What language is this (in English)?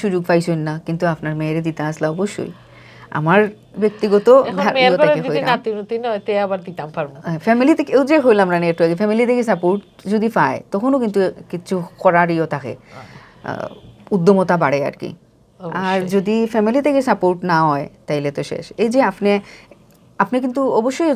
Sylheti